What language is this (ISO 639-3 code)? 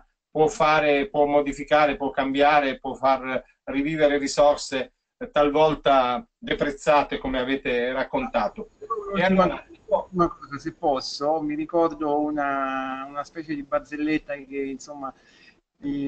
ita